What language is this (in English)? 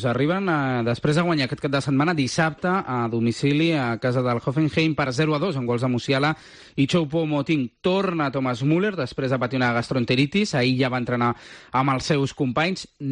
Catalan